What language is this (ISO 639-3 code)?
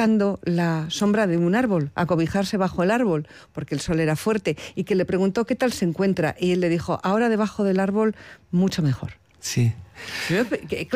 spa